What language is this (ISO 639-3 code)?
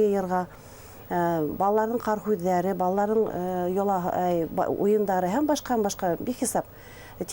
bak